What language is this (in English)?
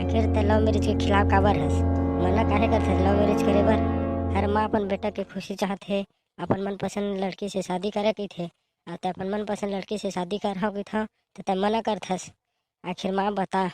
Chhattisgarhi